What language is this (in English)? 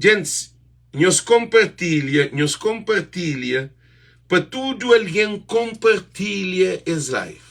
Kabuverdianu